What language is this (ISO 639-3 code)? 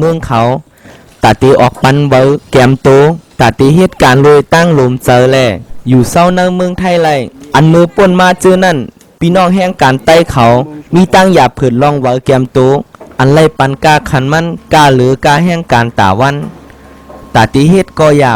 shn